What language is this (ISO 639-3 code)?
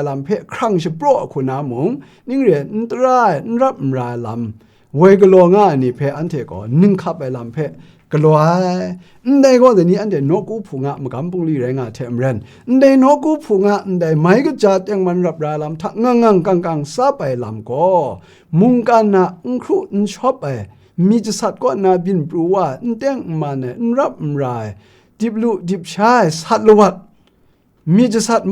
kac